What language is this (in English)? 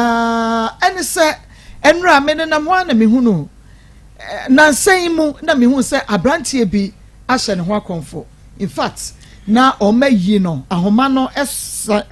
Akan